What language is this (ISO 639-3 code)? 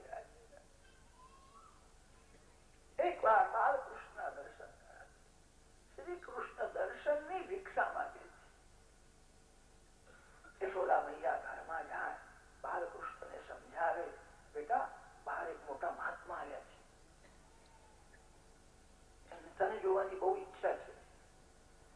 guj